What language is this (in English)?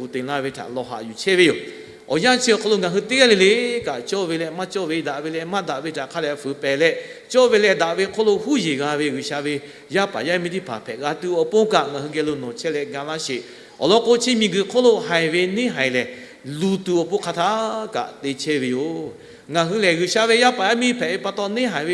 Lahu